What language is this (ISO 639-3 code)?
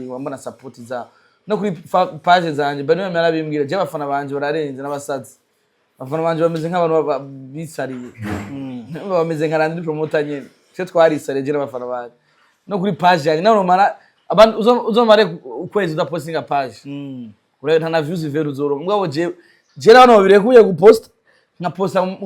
run